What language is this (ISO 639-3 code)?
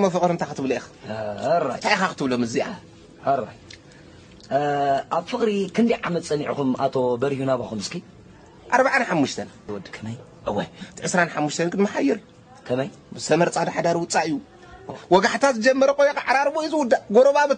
tir